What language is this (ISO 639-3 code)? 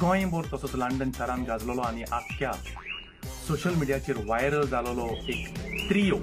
kok